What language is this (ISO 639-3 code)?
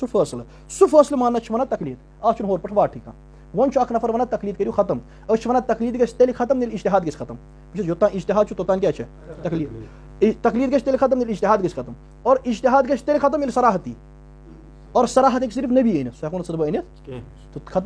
kas